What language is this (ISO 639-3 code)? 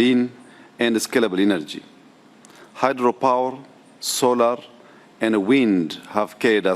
eng